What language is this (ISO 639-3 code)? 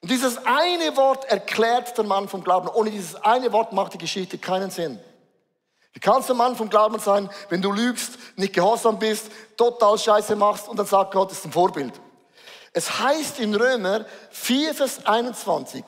gsw